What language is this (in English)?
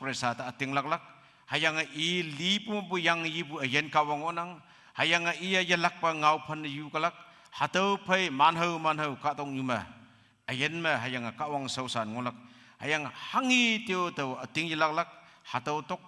Konyak Naga